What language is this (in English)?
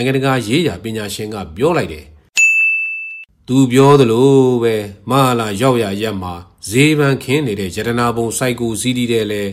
Burmese